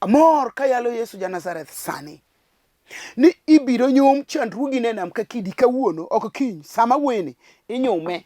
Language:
Luo (Kenya and Tanzania)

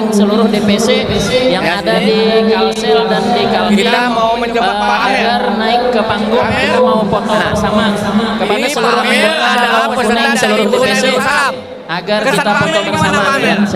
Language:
Banjar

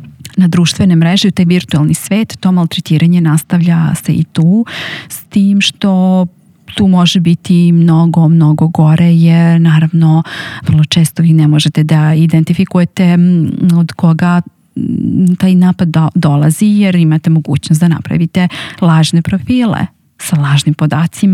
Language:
Serbian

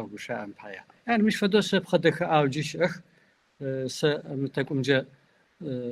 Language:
Kabardian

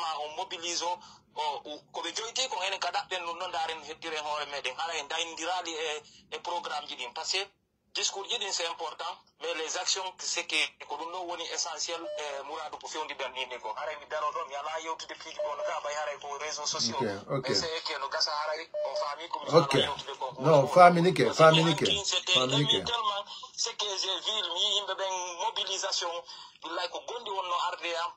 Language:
Pular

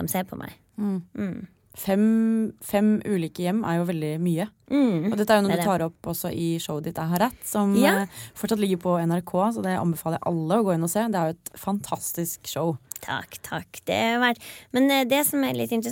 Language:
Norwegian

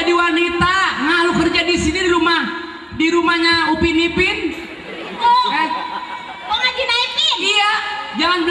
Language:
Betawi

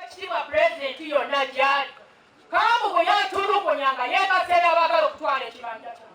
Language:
Ganda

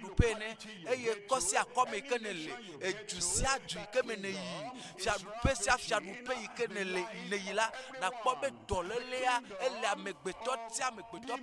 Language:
Ewe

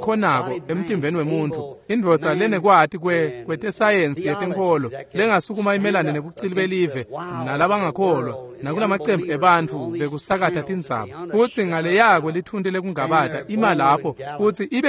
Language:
Swati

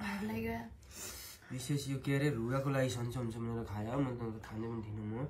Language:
Nepali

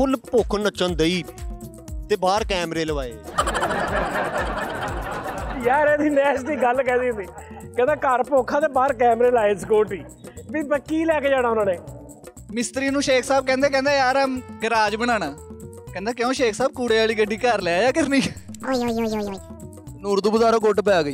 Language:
Punjabi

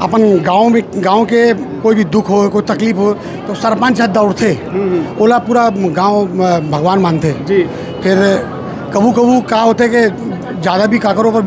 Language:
Chhattisgarhi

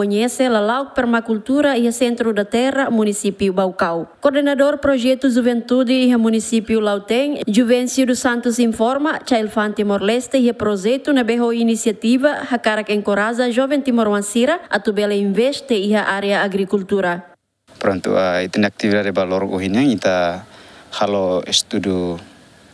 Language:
Tetum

